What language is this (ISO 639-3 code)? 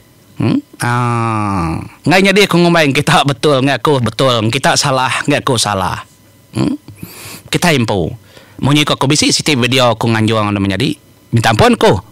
iba